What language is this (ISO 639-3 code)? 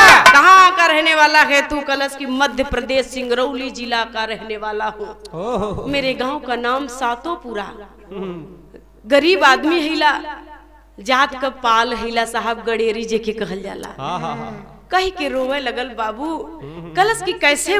bho